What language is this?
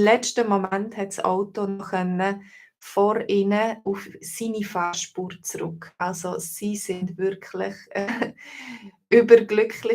Swiss German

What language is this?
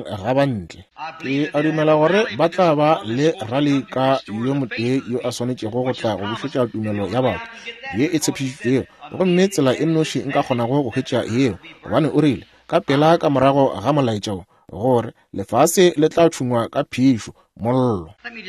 Northern Sotho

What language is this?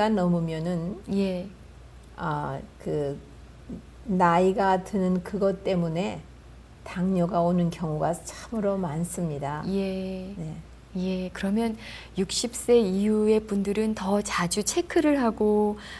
Korean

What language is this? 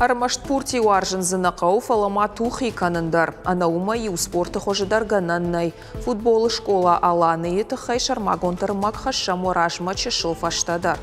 Ossetic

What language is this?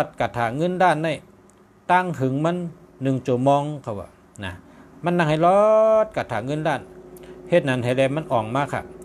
Shan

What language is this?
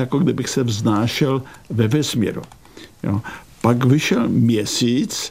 Czech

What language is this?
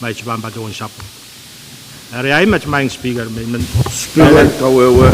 Pohnpeian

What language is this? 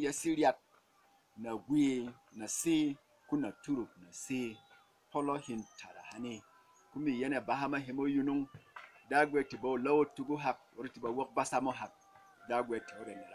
Berom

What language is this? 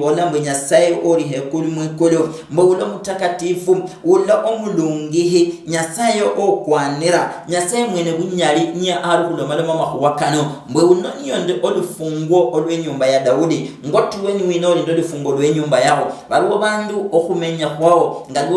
Luyia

